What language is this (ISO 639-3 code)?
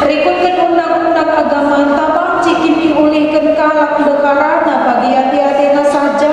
btx